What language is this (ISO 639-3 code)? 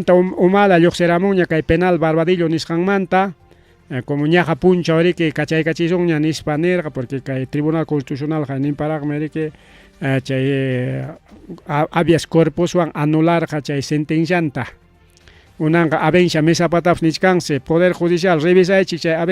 quy